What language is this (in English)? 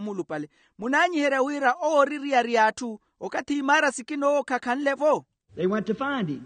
Makhuwa